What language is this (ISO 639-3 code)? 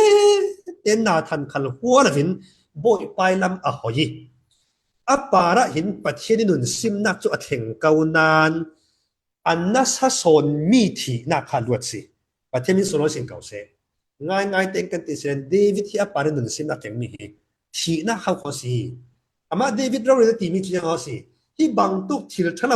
cfm